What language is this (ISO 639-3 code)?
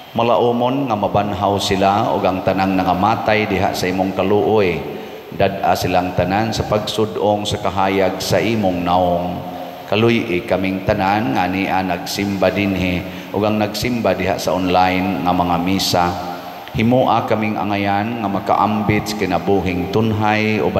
ceb